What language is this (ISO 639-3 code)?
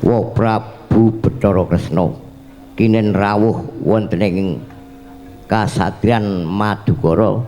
jav